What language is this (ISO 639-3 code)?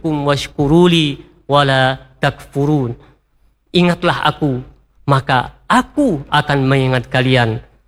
ind